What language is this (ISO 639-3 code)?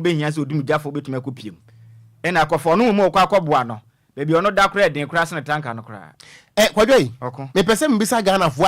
aka